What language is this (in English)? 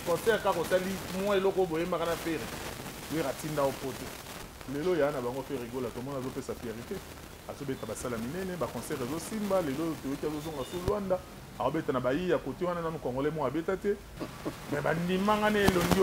Lingala